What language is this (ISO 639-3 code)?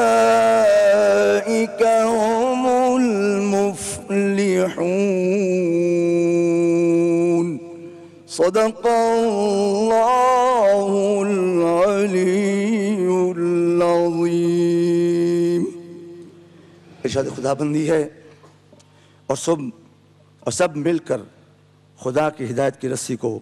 urd